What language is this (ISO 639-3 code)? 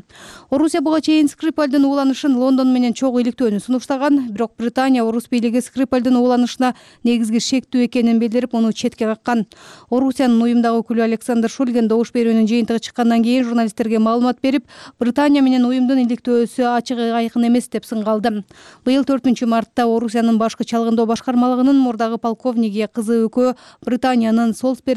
kir